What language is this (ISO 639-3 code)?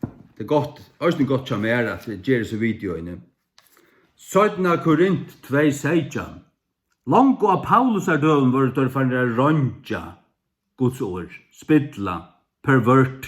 fao